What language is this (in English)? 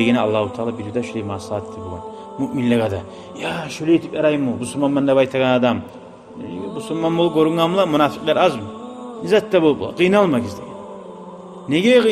Kumyk